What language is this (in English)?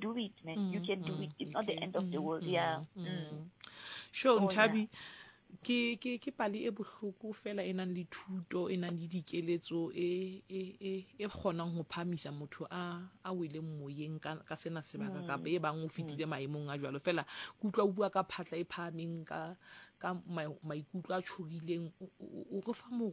Southern Sotho